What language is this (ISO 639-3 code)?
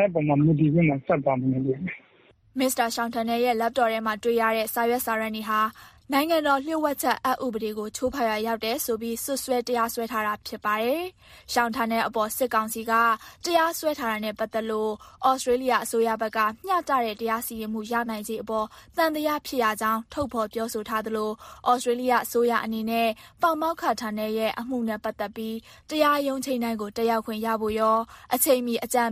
mya